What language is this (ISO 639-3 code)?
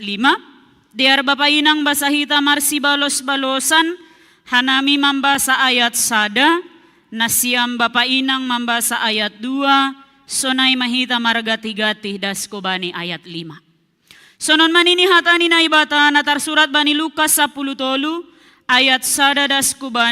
bts